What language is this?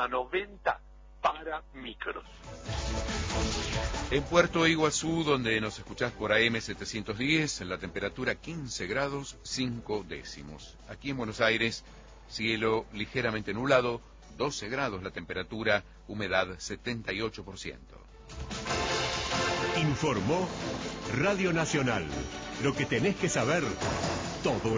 Spanish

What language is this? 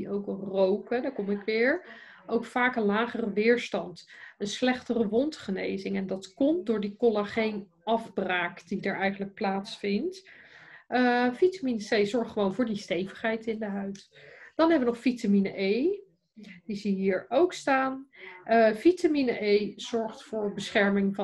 Dutch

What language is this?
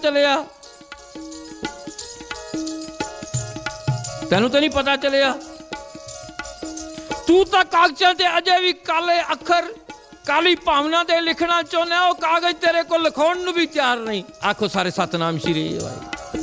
Punjabi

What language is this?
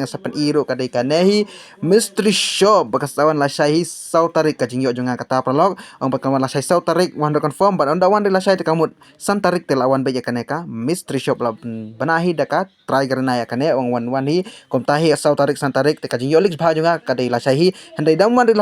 Khasi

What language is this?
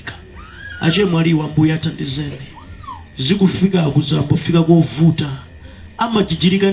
Nyanja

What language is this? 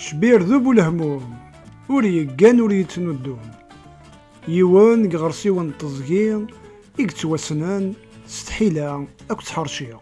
Kabyle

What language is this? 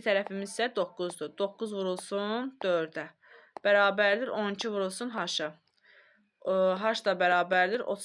Azerbaijani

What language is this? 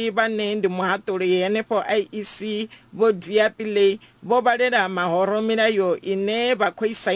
Venda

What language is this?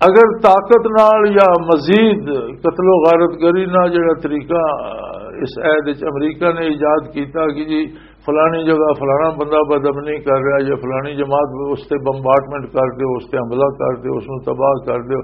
Western Panjabi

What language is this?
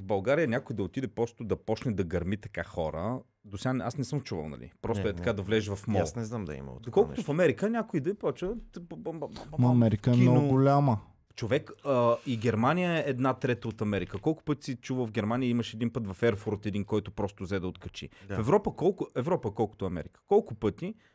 Bulgarian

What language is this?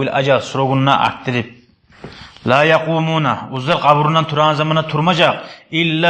Kumyk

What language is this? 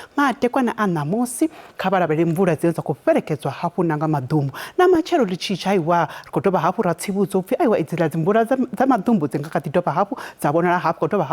Venda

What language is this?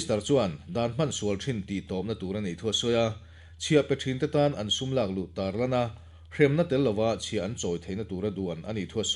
Mizo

